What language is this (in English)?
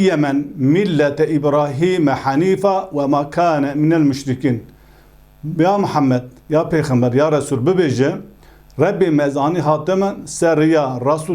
Kurdish